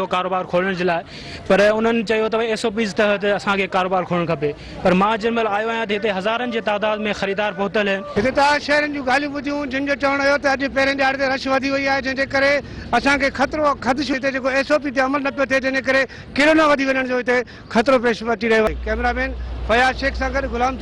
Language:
Sindhi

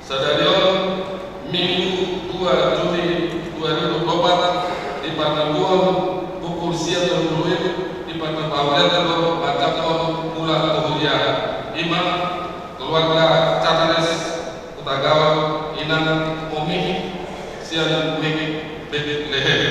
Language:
Batak Toba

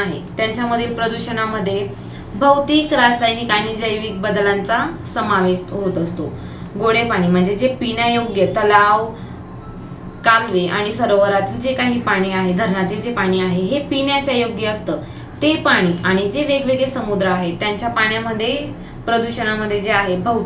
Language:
Marathi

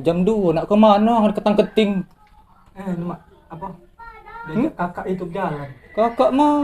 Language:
Musi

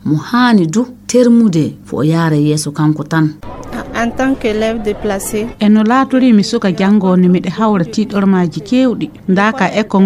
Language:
Fula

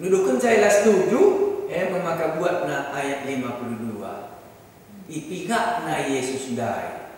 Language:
Batak Karo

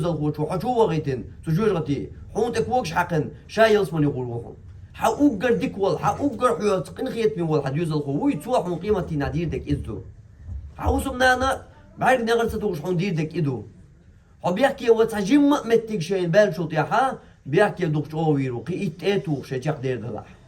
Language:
Chechen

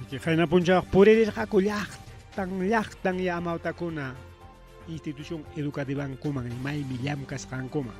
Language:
Ayacucho Quechua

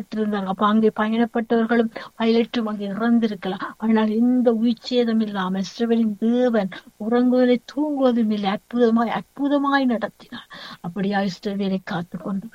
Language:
Tamil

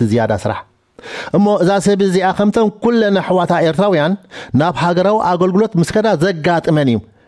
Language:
Tigrinya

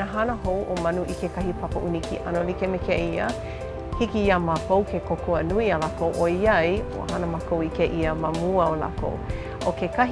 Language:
Hawaiian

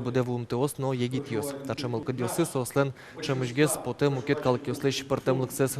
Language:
Udmurt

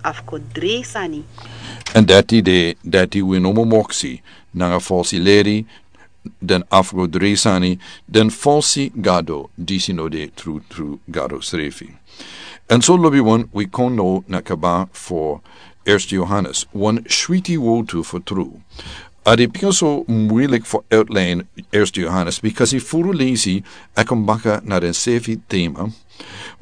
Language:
Sranan Tongo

